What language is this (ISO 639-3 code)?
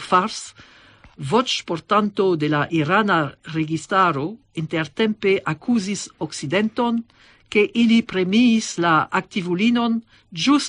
epo